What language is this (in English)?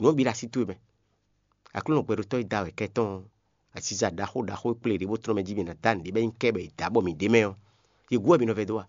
Fon